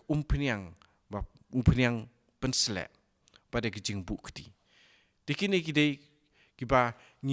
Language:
Khasi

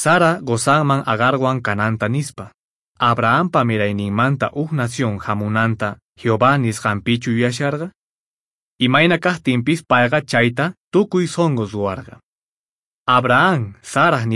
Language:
Quechua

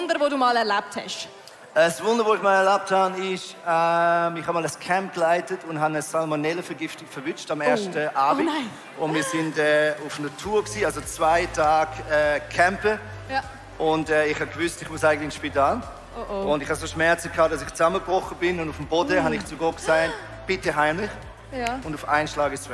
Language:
Swiss German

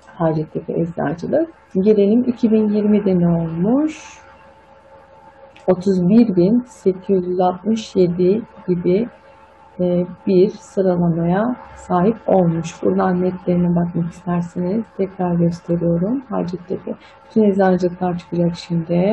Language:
Turkish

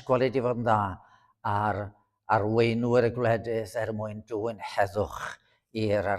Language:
Welsh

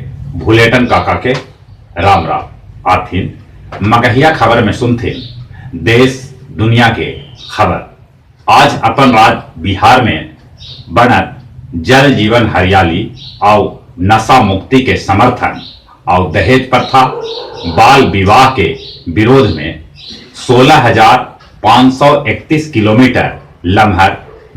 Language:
Magahi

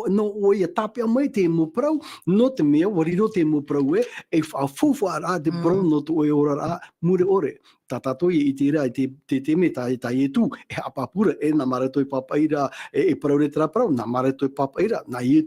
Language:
Tahitian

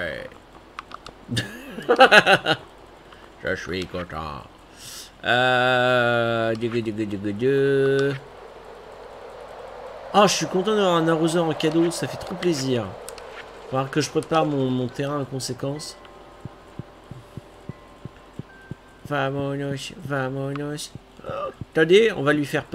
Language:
French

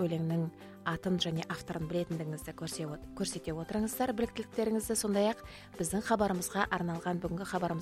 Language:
Kazakh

